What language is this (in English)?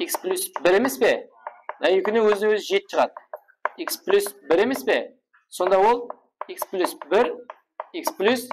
Kara-Kalpak